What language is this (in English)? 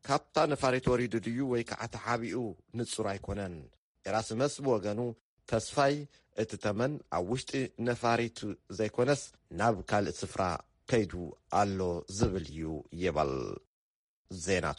Tigrinya